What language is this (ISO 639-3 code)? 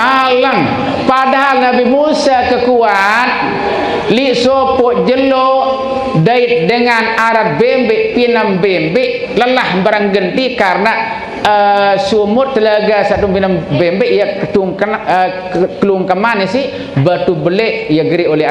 sas